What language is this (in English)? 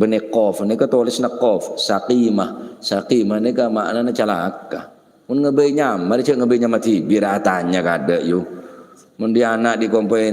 Madurese